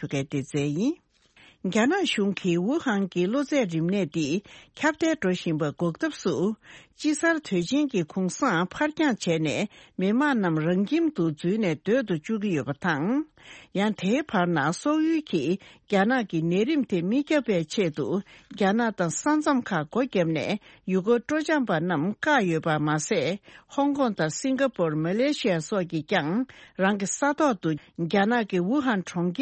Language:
Tibetan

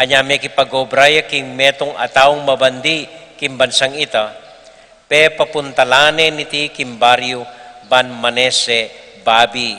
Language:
Pampanga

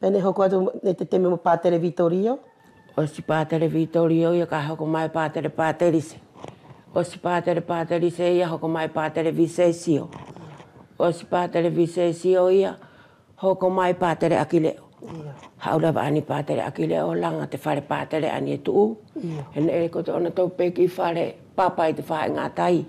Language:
Wallisian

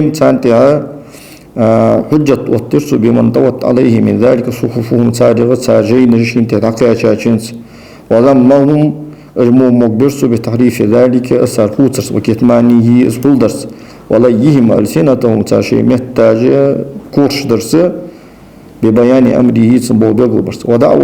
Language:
Ingush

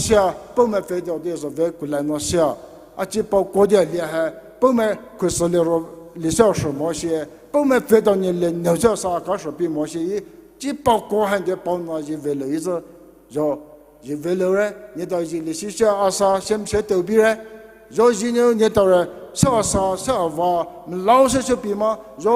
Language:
Poumei Naga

